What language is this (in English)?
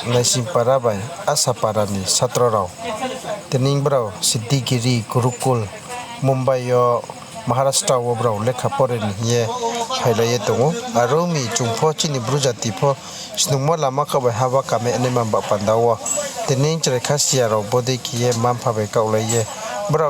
Riang (India)